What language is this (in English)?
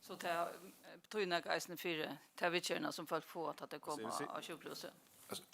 Faroese